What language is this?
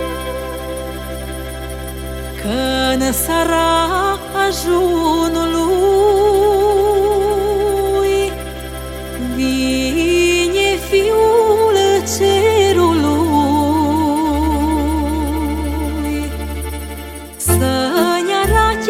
Romanian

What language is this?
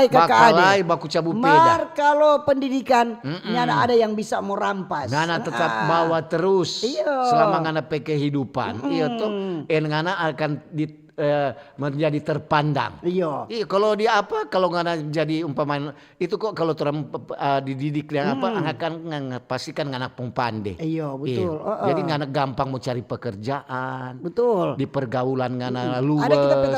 Manado Malay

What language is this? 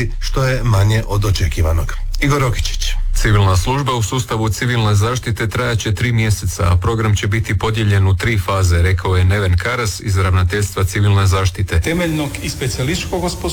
Croatian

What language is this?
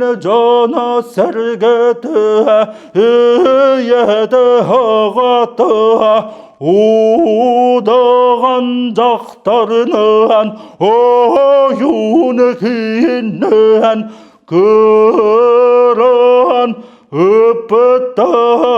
Yakut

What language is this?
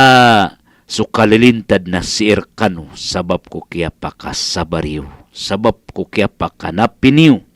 Maranao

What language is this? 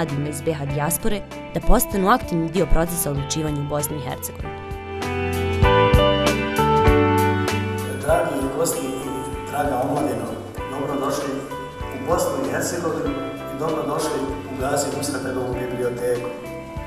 Bosnian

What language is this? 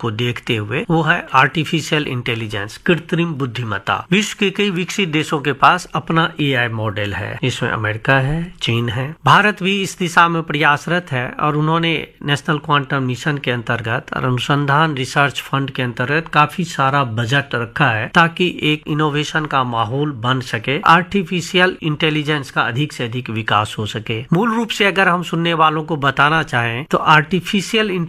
Hindi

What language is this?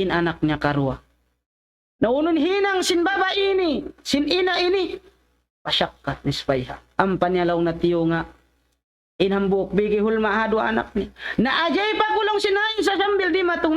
Tausug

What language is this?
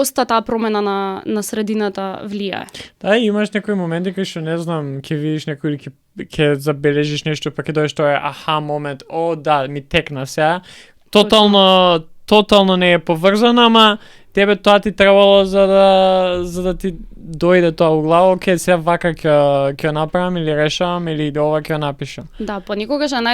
Macedonian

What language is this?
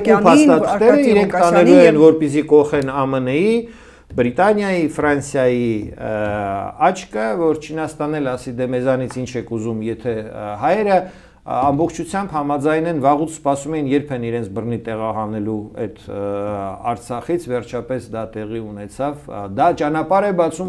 Armenian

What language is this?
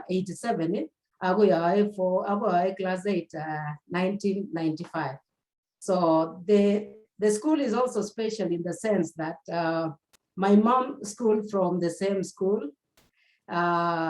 Kalenjin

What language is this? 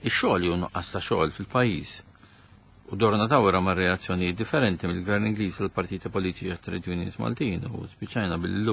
Maltese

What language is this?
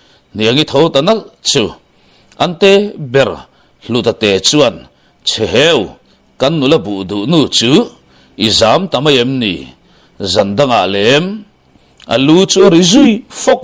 Mizo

